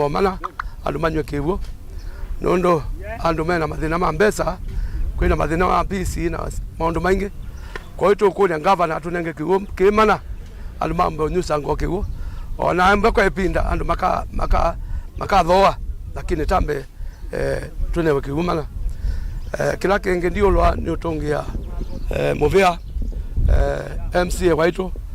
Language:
Kamba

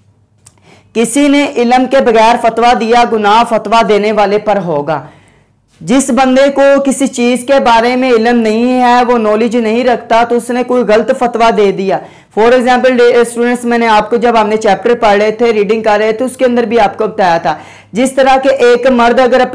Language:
Hindi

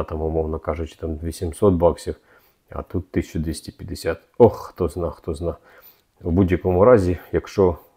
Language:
Ukrainian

